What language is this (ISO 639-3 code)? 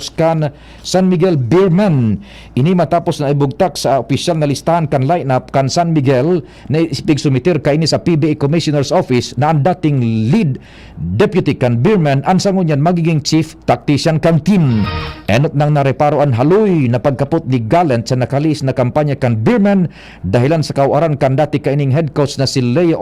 bik